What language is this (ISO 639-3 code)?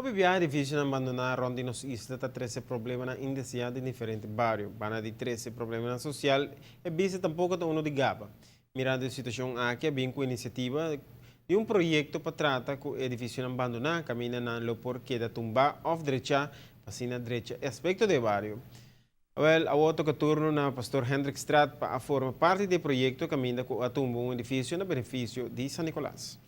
pap